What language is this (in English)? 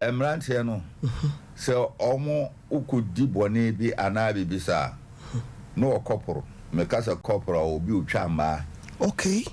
Akan